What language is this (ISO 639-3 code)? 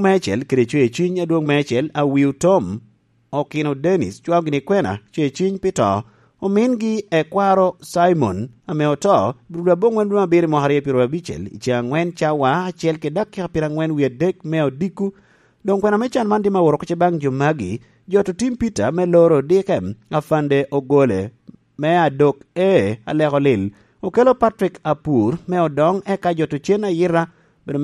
laj